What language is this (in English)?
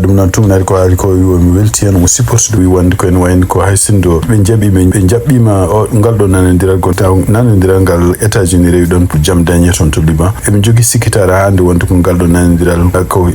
Fula